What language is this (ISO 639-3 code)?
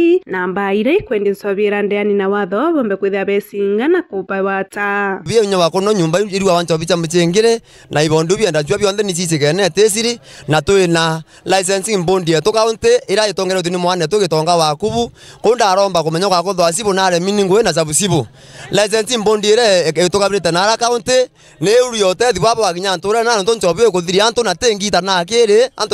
mer